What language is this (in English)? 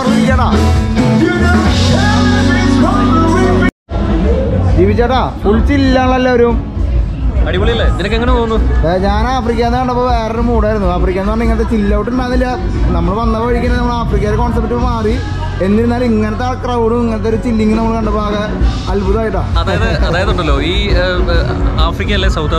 Malayalam